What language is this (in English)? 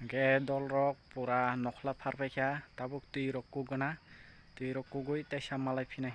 Kok Borok